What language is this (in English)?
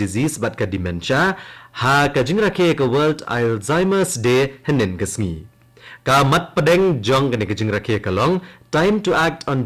Khasi